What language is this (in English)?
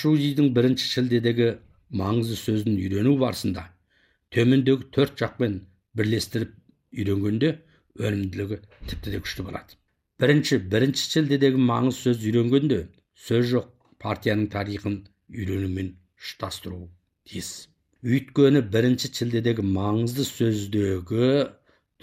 Kazakh